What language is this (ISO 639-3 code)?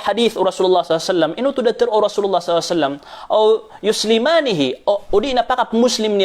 mrw